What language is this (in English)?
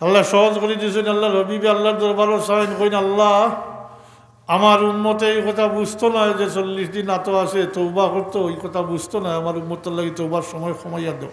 Sylheti